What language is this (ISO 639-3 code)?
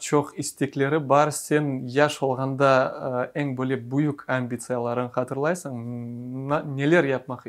crh